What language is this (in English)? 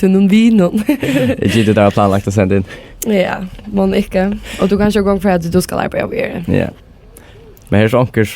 Faroese